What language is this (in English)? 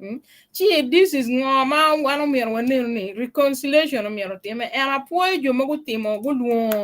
Acoli